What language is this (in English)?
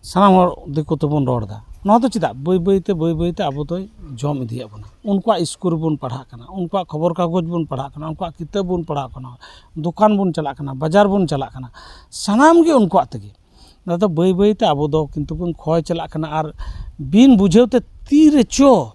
Santali